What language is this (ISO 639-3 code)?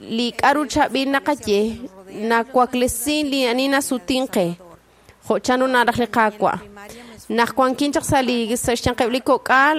kek